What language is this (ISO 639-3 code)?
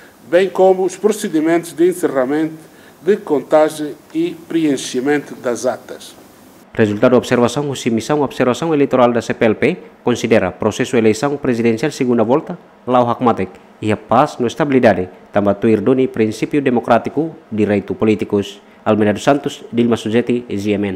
tet